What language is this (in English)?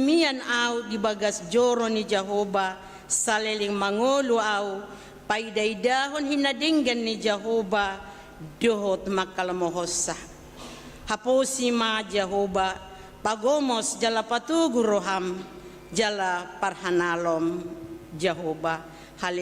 Batak Toba